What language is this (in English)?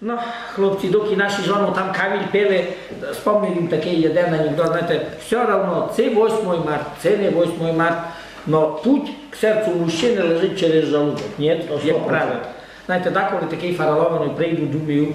Rusyn